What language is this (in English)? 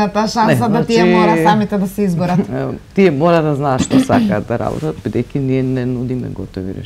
Macedonian